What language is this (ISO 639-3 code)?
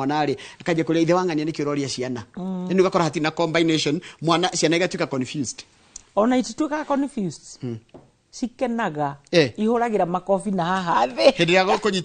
kik